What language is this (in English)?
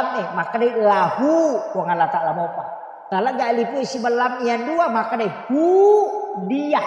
Buginese